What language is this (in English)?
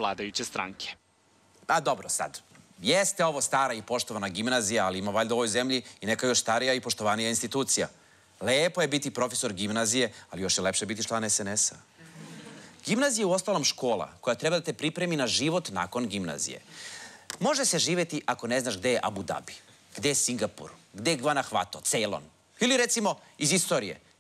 Serbian